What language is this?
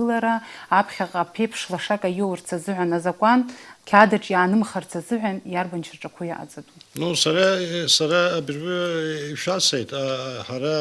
Abkhazian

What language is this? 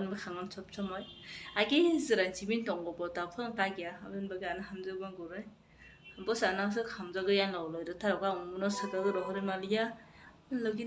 Kok Borok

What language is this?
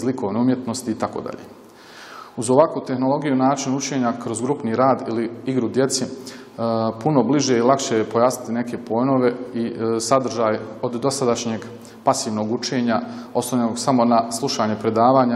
Croatian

